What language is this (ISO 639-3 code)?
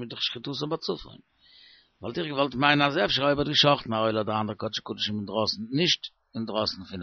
yid